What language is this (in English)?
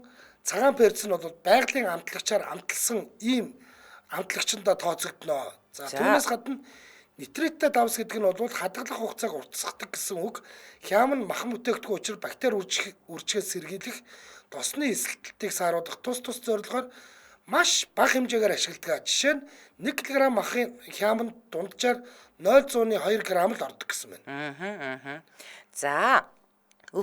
Mongolian